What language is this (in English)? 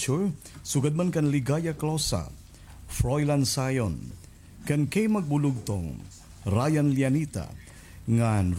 Waray